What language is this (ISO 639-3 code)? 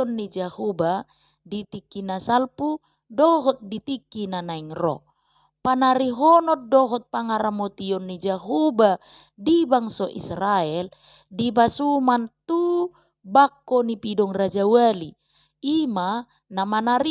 bbc